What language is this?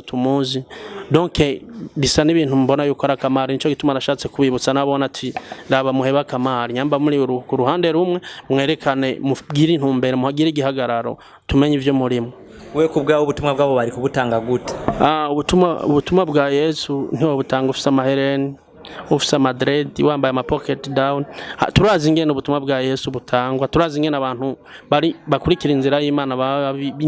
Rundi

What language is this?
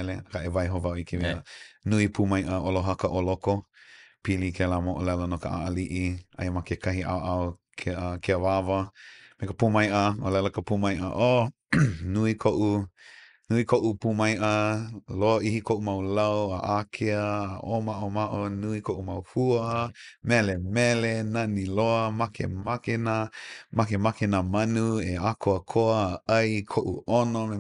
Hawaiian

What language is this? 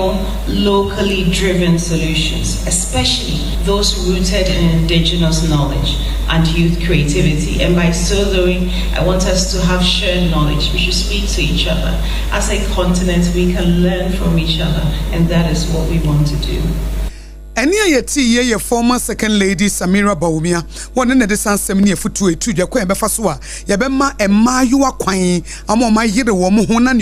Akan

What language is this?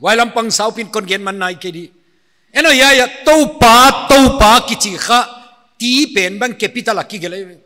Paite Chin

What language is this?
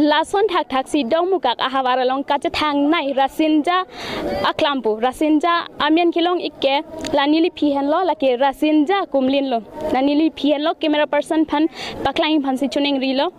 Karbi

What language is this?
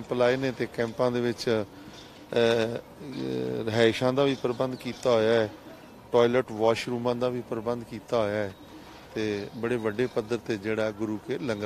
Punjabi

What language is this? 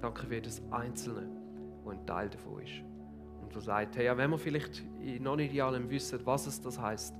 Swiss German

